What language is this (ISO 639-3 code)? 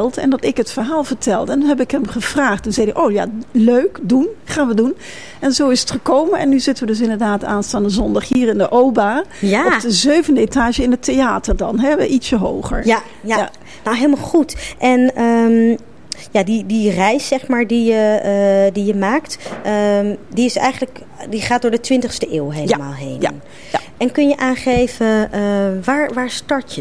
nld